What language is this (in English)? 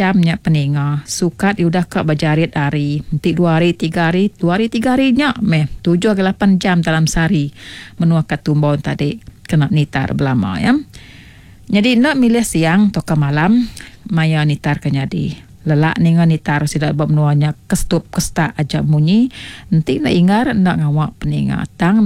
Iban